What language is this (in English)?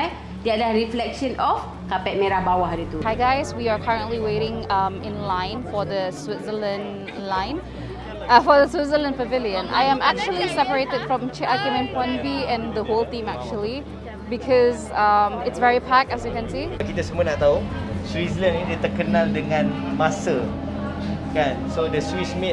Malay